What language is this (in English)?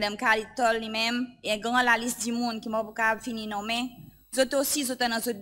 Seselwa Creole French